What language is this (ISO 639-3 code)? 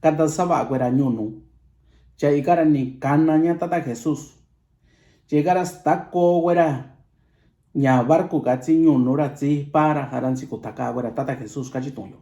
mix